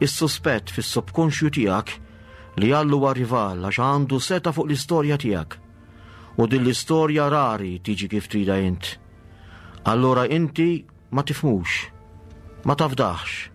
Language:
Maltese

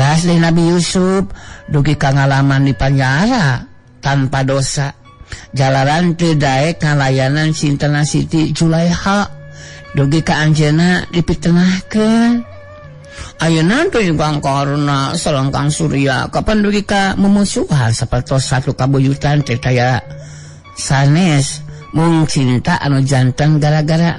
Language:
Sundanese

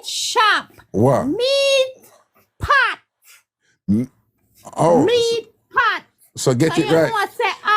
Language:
Jamaican Creole English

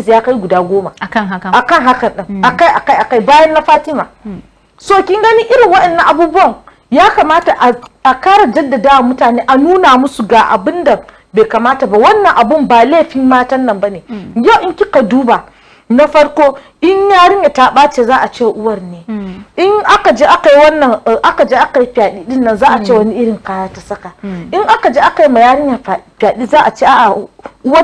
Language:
Hausa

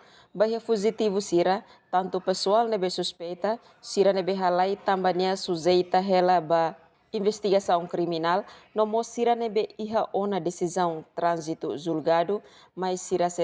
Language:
Tetum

